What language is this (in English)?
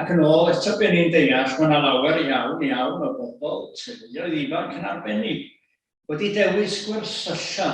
Welsh